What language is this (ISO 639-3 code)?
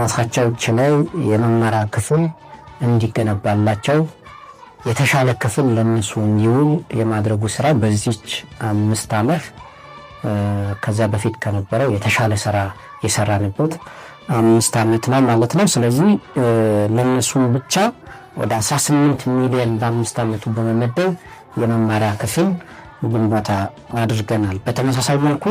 amh